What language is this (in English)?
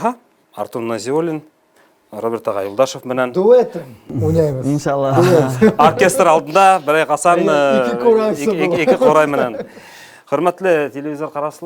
Bashkir